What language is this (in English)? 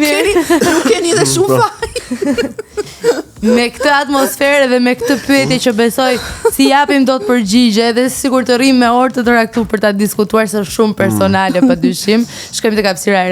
Albanian